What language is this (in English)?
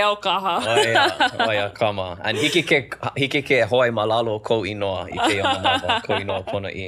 Hawaiian